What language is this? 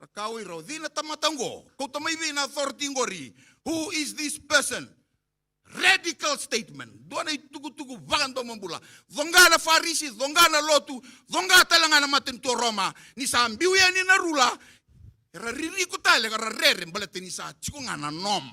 Fijian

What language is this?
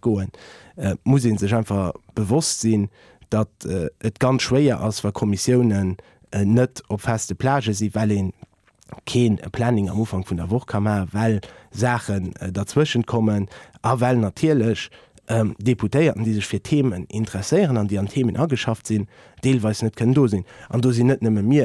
Luxembourgish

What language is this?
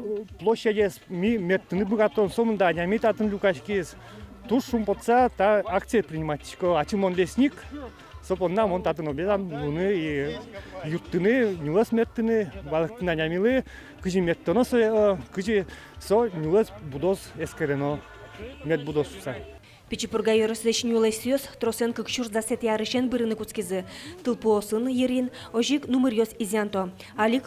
Udmurt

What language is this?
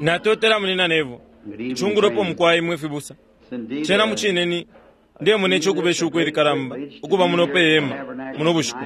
Bemba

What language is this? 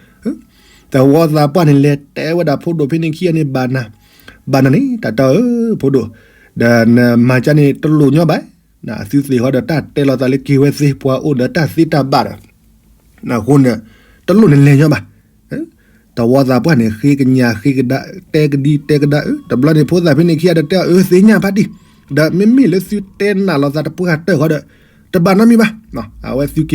S'gaw Karen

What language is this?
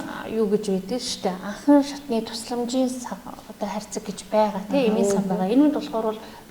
Mongolian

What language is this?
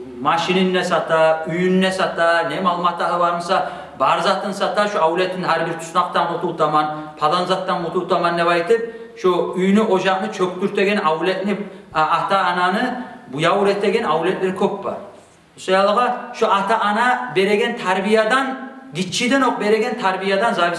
Kumyk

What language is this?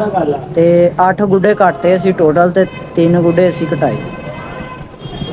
Punjabi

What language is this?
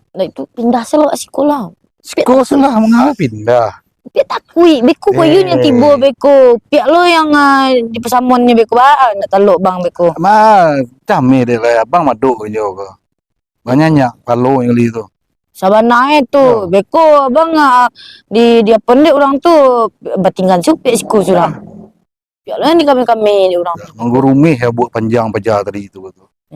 Minangkabau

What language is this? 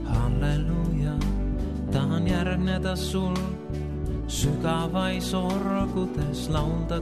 Estonian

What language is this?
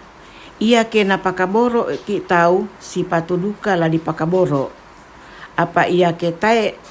Toraja-Sa'dan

